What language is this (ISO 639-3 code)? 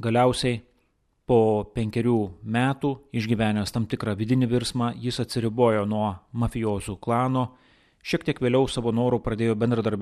lit